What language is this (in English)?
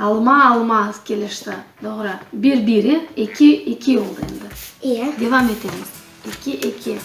Crimean Tatar